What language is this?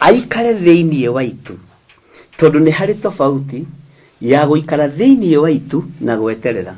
Kikuyu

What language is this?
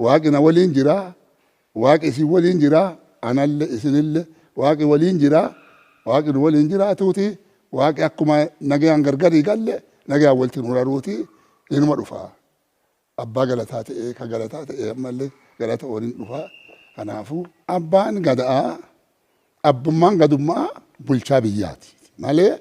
Oromo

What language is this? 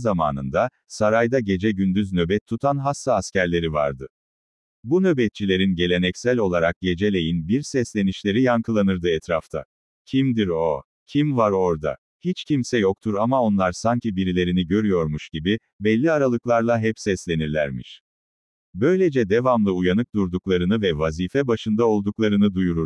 Turkish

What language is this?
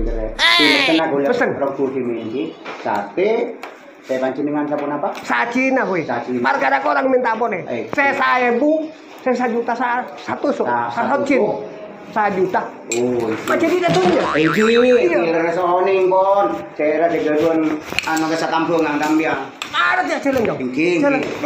Madurese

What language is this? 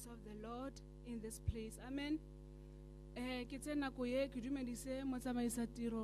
Tswana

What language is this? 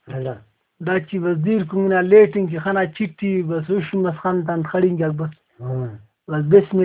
Brahui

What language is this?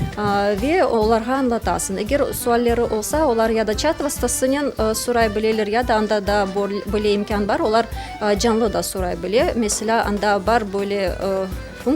Crimean Tatar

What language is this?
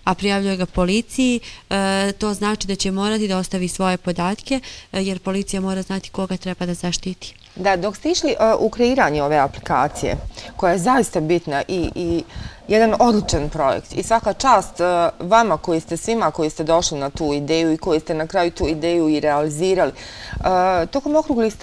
Bosnian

